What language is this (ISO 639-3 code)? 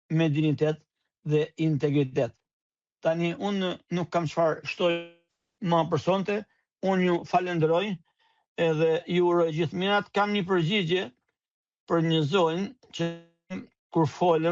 sqi